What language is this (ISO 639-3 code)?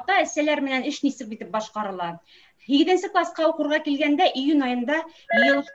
bak